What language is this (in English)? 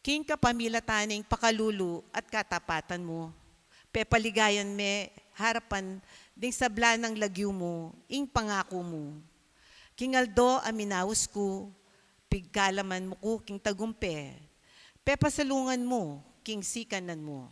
Pampanga